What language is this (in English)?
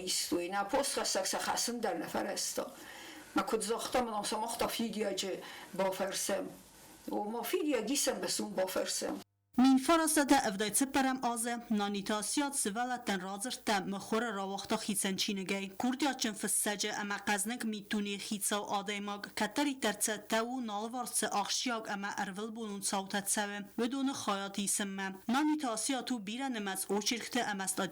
Ossetic